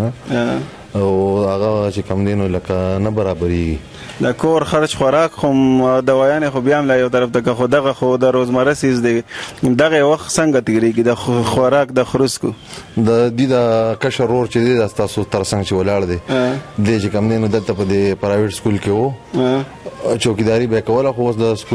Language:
Pashto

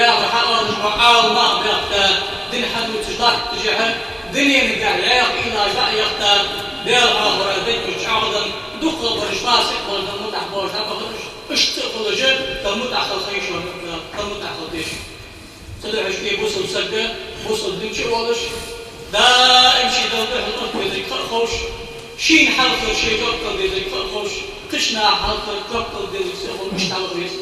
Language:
Ingush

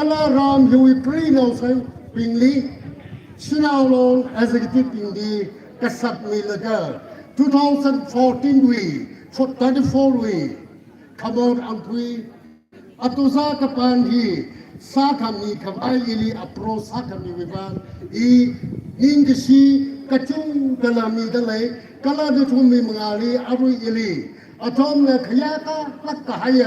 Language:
Tangkhul Naga (India)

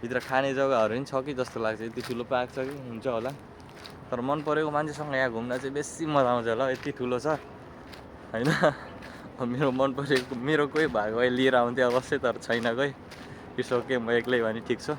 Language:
Nepali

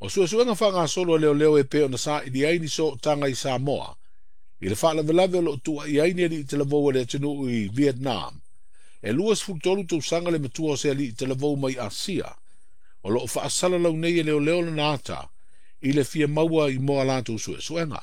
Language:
Samoan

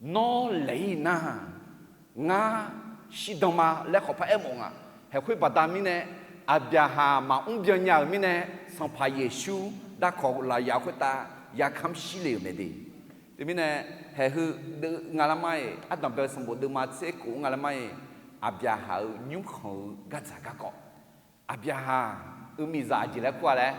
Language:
Akha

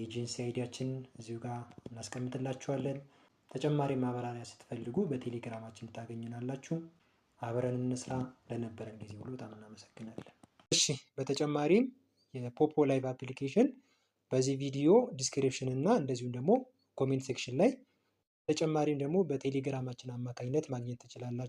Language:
Amharic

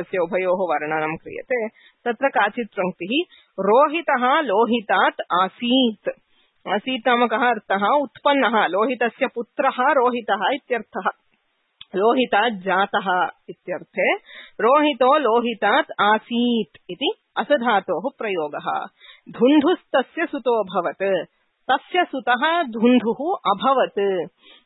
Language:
Sanskrit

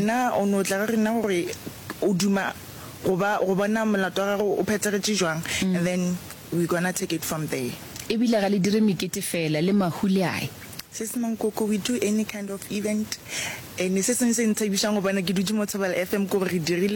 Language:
Northern Sotho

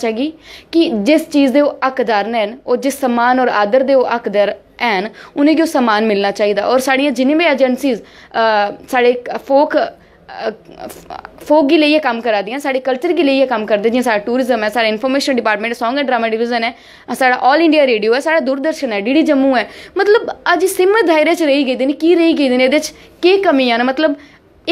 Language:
Dogri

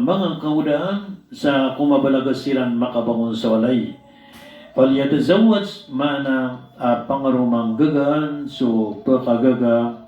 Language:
Maranao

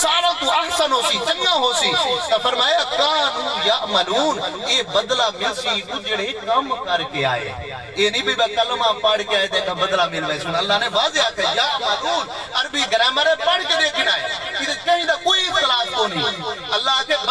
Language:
Saraiki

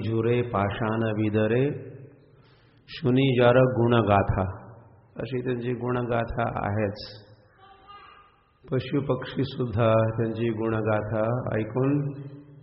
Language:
Marathi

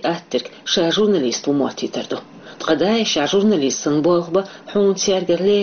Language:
Chechen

